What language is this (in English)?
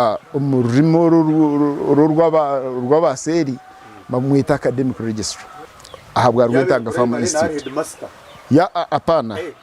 Nyankole